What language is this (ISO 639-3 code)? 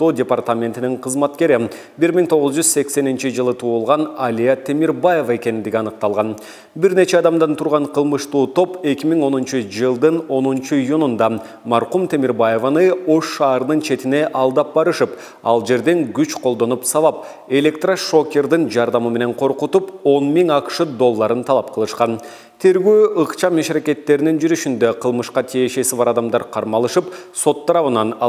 kir